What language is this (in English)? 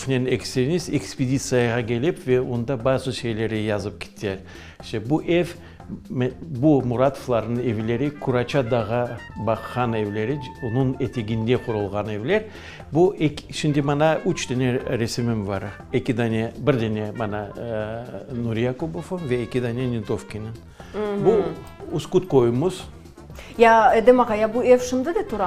Crimean Tatar